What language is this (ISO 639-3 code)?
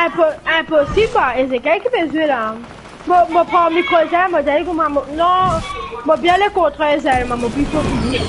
mfe